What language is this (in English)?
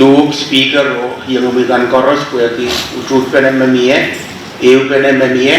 Pohnpeian